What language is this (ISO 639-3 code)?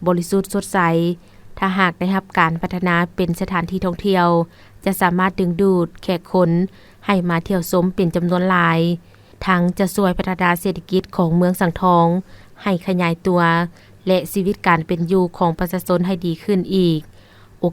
lao